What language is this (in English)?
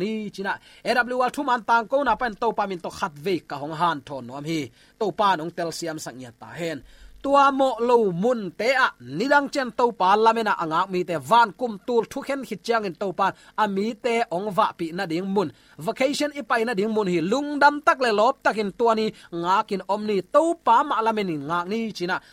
Tedim Chin